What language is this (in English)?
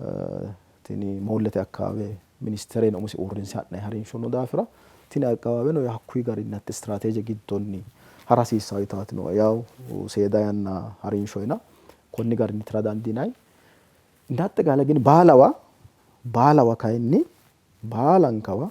Sidamo